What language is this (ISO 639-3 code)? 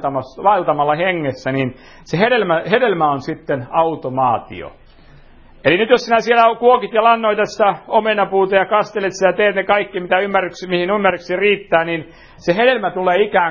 fin